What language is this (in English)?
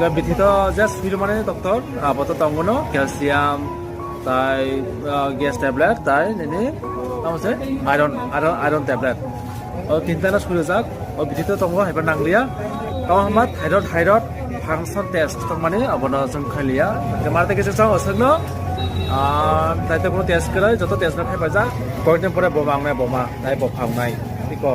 Kok Borok